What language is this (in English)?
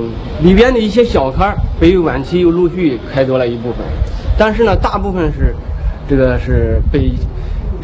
Chinese